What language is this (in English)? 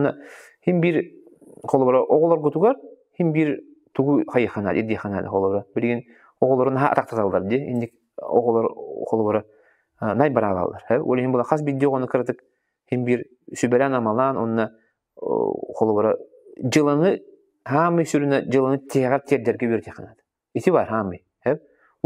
Yakut